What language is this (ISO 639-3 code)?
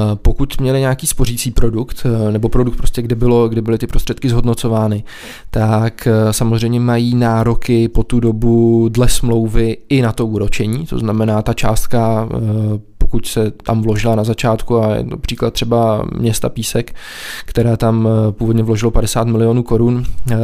ces